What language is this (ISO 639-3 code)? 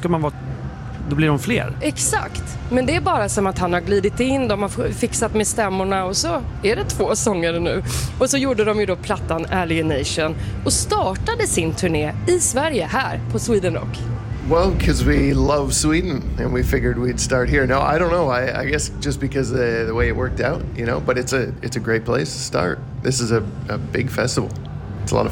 swe